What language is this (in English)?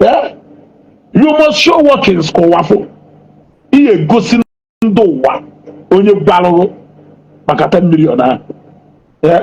Igbo